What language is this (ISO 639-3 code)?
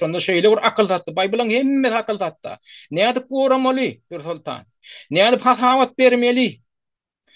tuk